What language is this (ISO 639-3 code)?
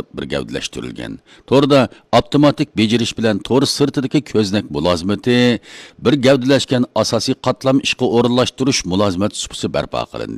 uig